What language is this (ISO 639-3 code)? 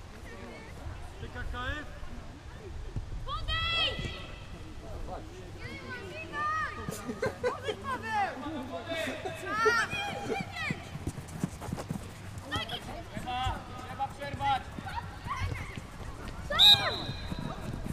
pol